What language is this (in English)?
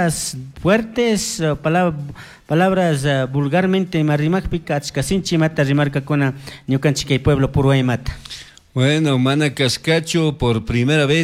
Chimborazo Highland Quichua